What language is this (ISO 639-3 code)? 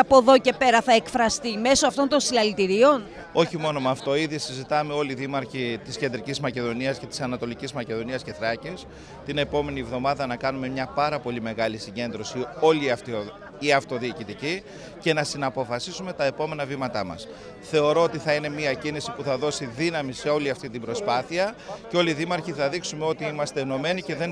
ell